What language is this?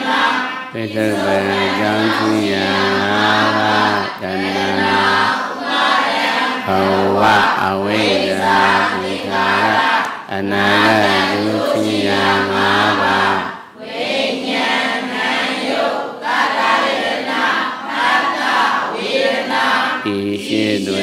Burmese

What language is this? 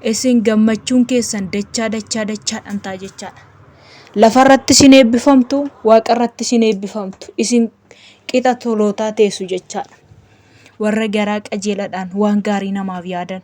Oromo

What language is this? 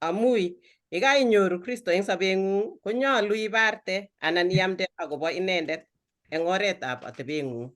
Kalenjin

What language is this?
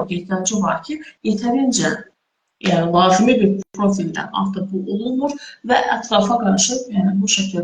Azerbaijani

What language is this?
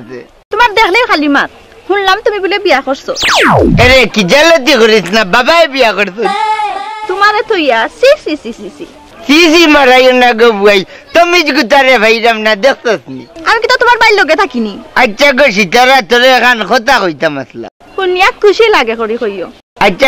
Sylheti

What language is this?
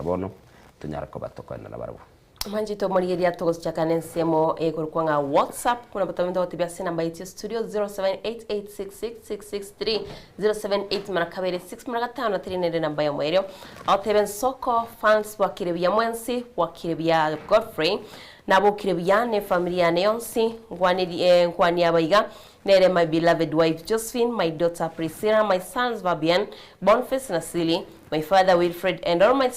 Gusii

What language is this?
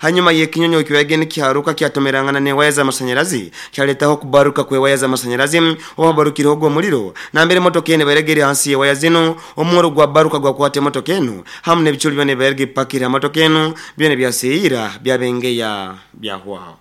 Nyoro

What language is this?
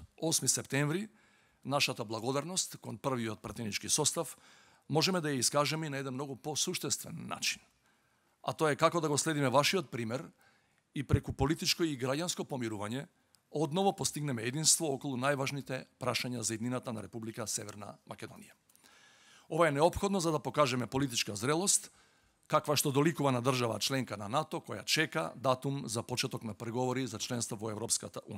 Macedonian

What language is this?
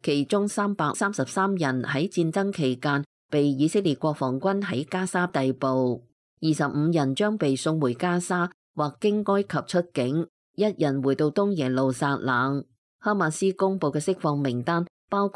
Cantonese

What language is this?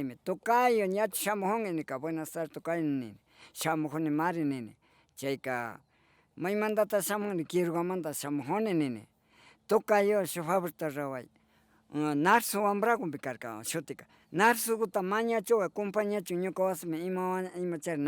Imbabura Highland Quichua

